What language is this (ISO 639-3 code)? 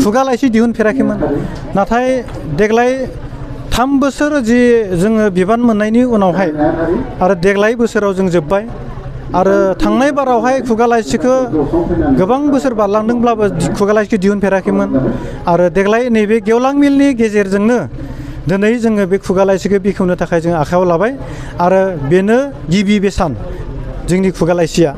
brx